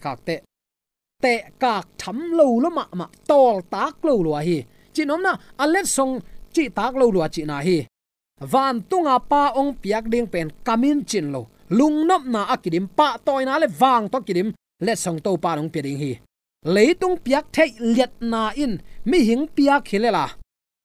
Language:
Tedim Chin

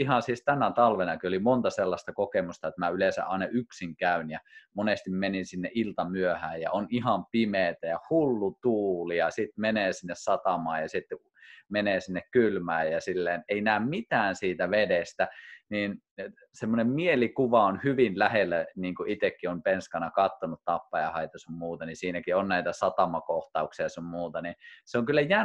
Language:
Finnish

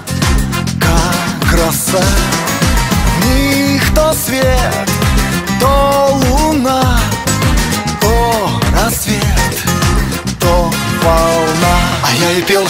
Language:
Russian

